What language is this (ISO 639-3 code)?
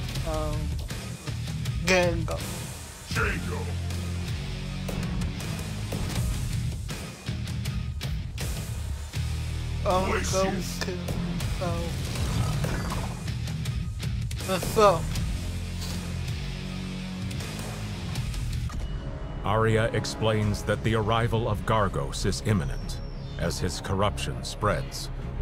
eng